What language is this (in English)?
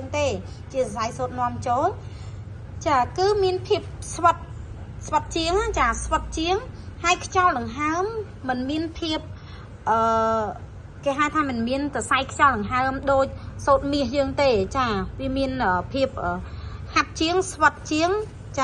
Khmer